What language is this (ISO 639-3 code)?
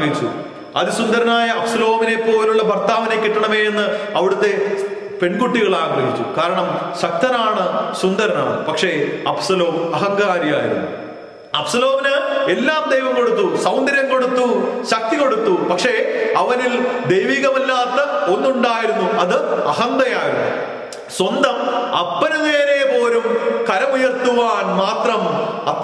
mal